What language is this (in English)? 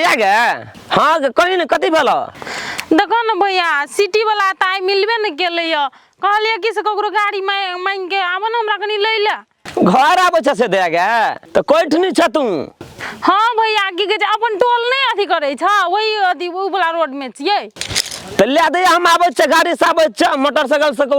Maithili